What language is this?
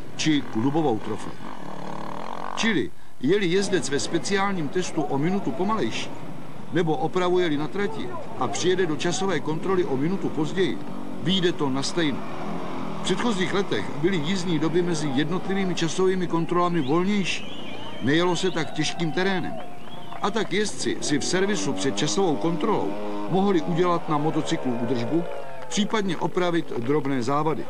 Czech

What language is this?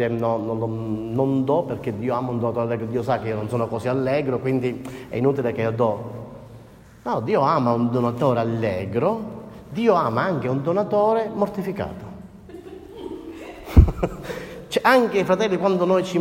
Italian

